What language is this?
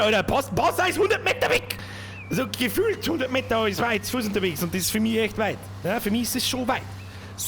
Bavarian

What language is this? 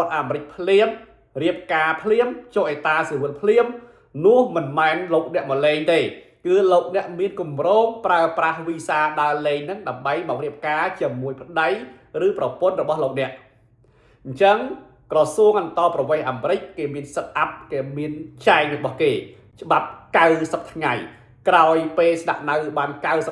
Khmer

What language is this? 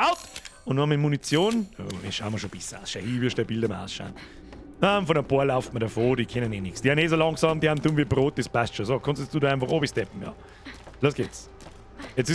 Bavarian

